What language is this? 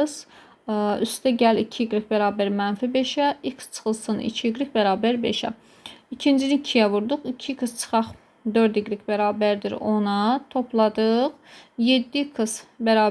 Azerbaijani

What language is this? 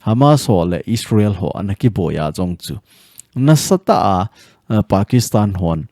Thado Chin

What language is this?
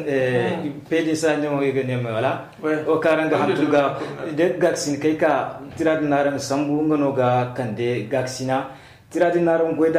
Zarma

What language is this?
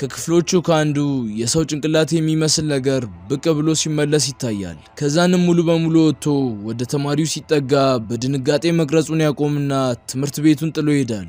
Amharic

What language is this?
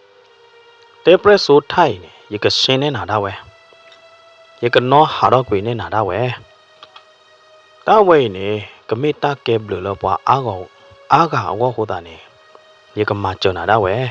S'gaw Karen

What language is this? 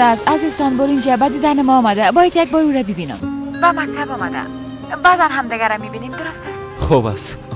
Persian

